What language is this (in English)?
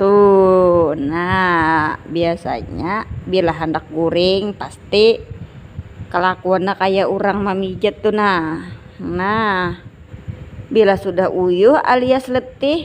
Banjar